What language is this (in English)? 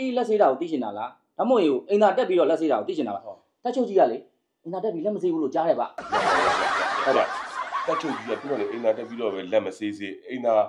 Burmese